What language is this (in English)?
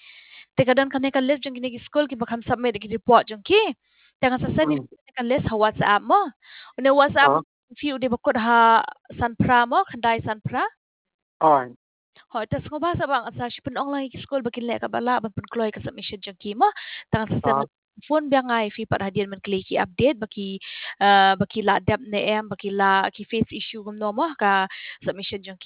Khasi